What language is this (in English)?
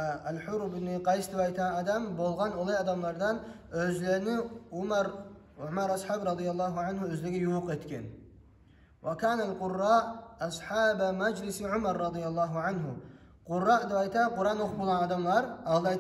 Kumyk